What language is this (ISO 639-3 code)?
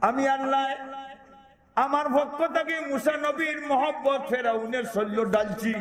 syl